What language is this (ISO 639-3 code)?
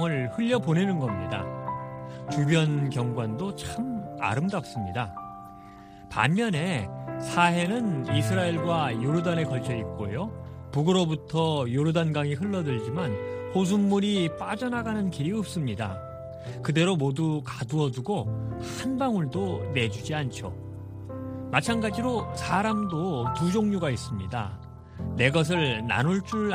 kor